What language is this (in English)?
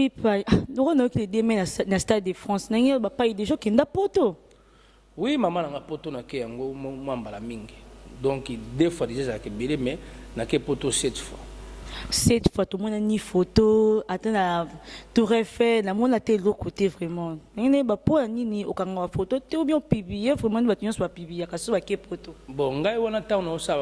Lingala